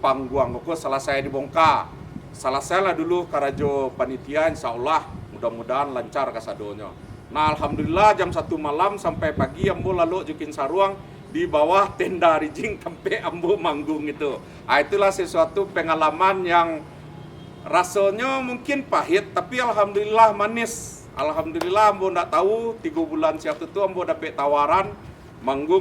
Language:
Minangkabau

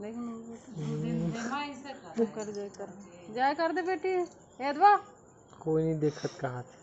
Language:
Chhattisgarhi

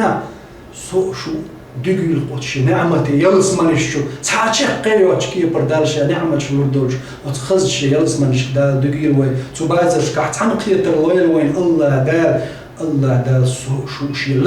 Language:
Chechen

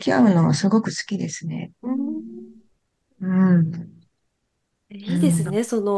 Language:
Japanese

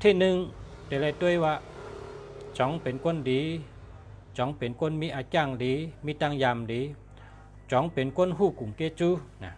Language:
Shan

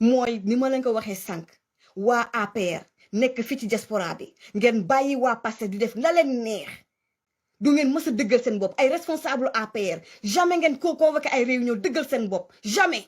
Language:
Wolof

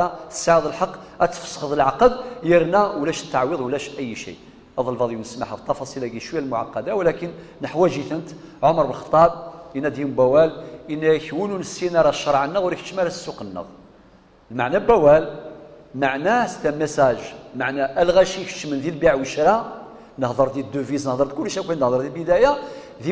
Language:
Kabyle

